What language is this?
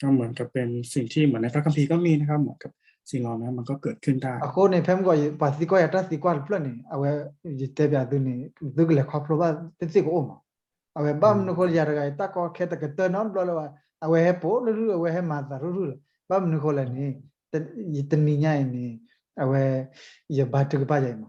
S'gaw Karen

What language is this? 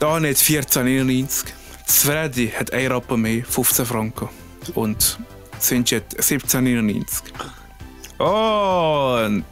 Swiss German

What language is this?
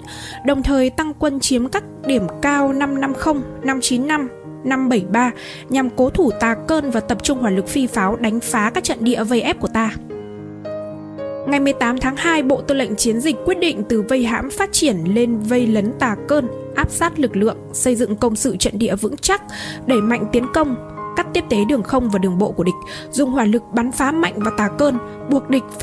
Vietnamese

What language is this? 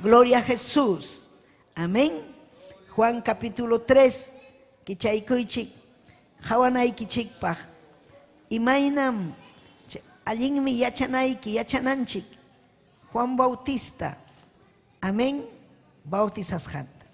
Ayacucho Quechua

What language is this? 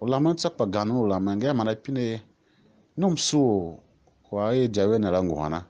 Tiv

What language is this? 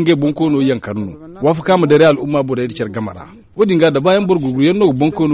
Zarma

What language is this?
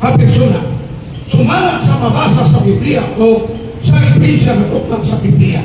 Cebuano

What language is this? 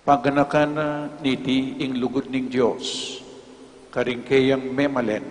Pampanga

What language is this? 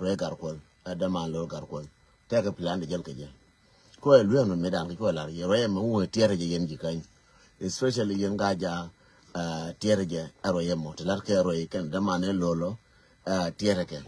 Nuer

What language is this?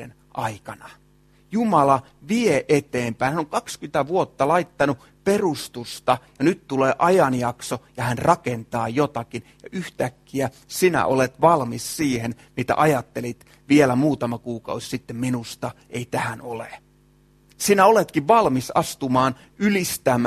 Finnish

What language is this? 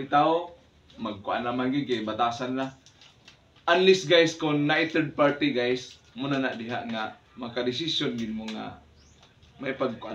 Cebuano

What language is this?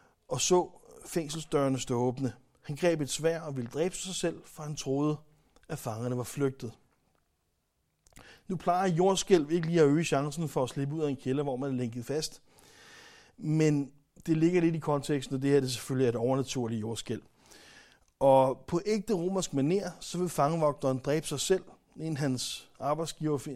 Danish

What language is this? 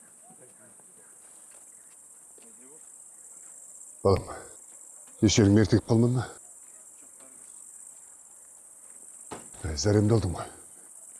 Kazakh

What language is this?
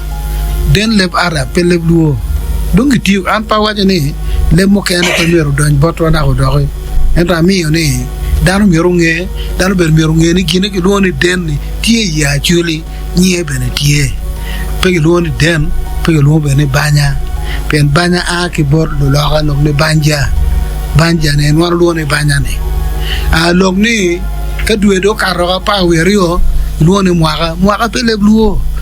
Acoli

